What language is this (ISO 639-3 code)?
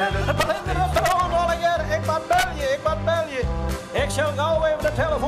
fry